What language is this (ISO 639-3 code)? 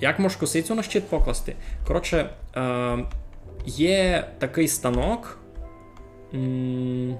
rue